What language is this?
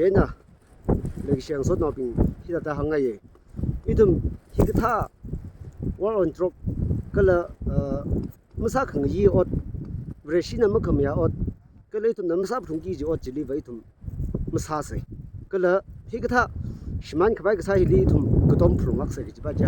Tangkhul Naga (India)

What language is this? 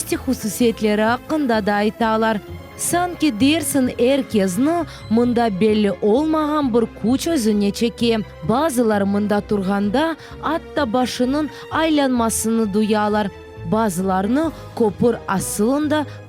Crimean Tatar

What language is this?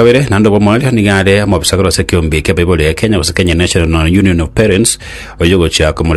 Gusii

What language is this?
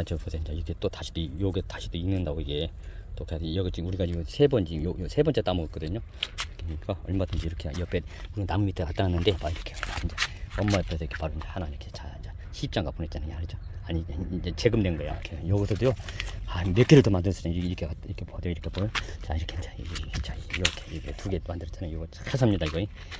Korean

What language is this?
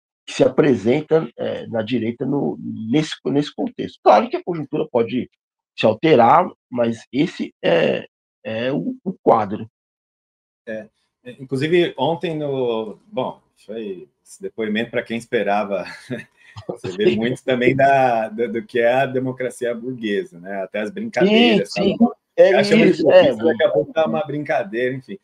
Portuguese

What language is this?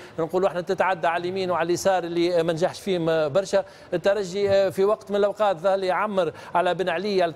Tunisian Arabic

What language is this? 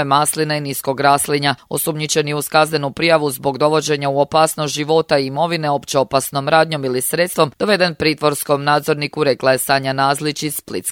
Croatian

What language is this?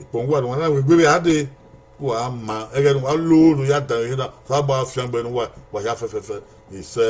Bini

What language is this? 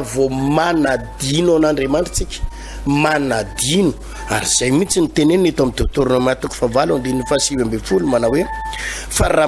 Malagasy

